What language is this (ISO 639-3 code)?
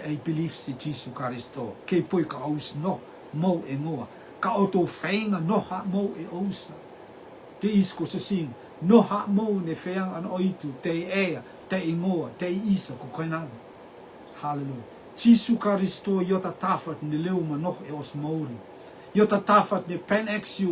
rtm